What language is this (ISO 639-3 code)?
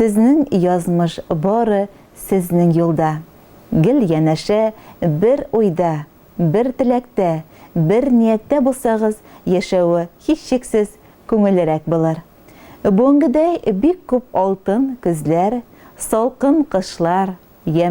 tat